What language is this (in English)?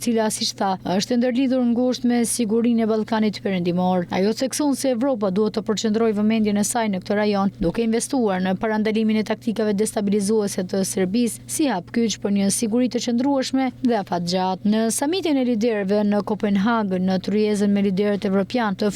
Albanian